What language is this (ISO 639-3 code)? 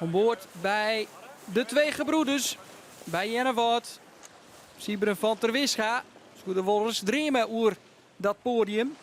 fry